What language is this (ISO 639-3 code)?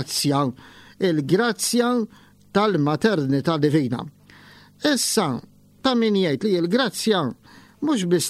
mlt